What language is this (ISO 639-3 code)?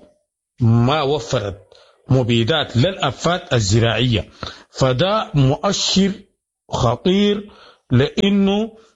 apd